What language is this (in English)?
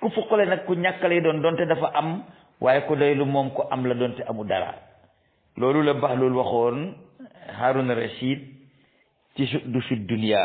Wolof